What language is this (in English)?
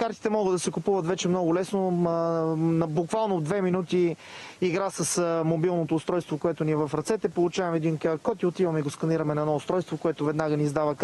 Bulgarian